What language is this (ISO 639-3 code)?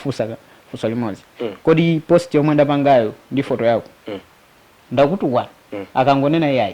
nya